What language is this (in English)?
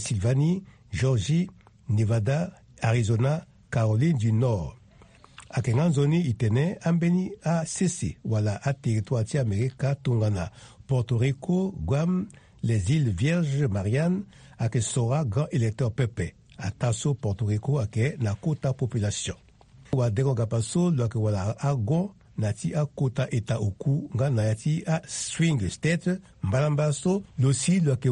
Sango